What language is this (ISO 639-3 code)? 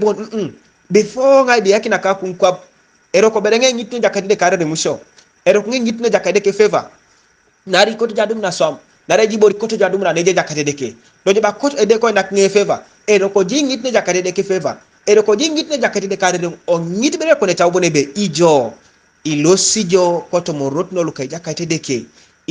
teo